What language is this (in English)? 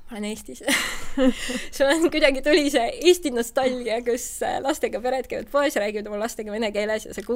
Estonian